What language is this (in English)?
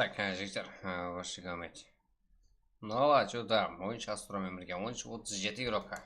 Kara-Kalpak